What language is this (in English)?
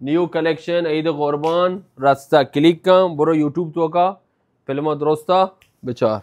Baluchi